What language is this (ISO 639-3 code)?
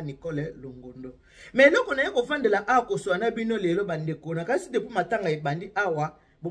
lin